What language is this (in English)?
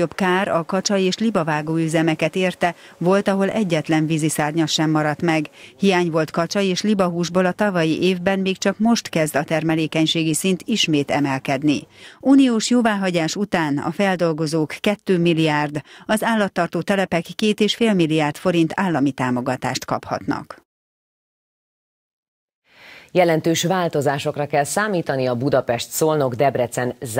Hungarian